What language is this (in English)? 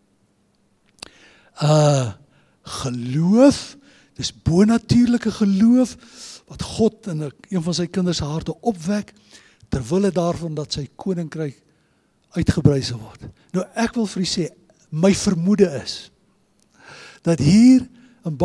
Afrikaans